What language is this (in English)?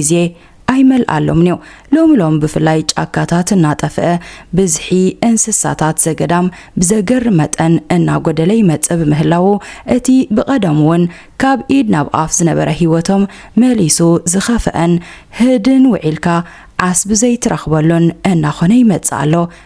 Tigrinya